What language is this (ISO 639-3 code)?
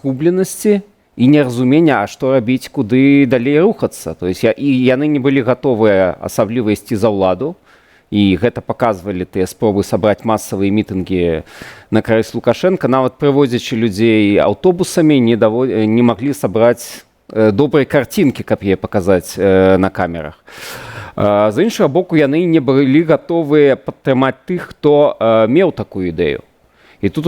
bel